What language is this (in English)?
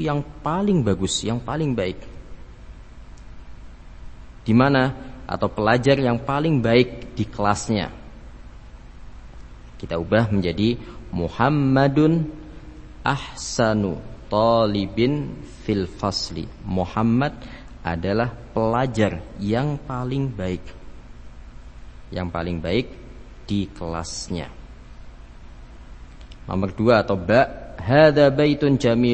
Indonesian